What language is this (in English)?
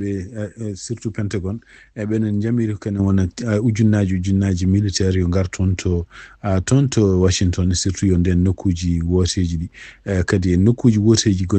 Fula